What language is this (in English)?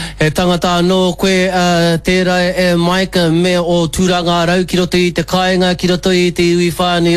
Māori